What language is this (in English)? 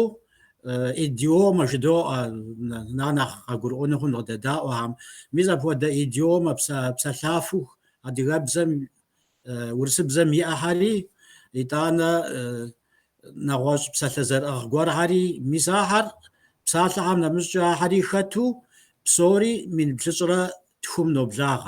Kabardian